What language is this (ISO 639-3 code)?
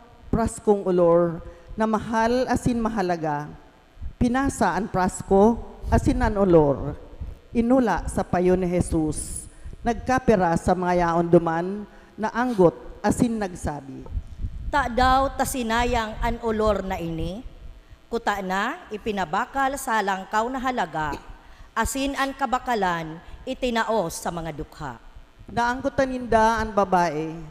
bik